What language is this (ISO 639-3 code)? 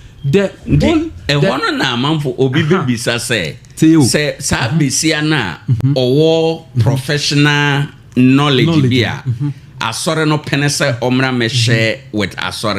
aka